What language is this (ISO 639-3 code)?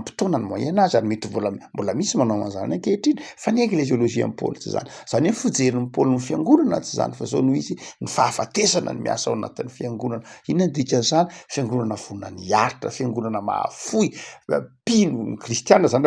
mlg